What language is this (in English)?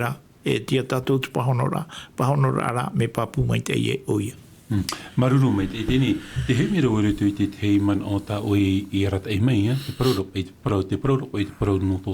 Tahitian